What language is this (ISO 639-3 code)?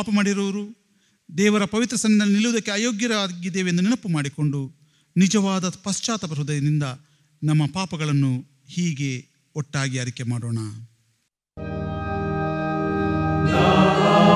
kan